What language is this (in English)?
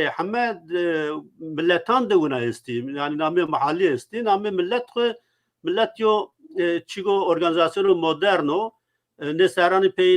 Zaza